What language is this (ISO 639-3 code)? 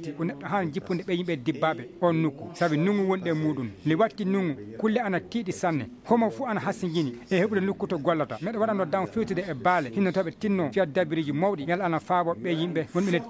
ful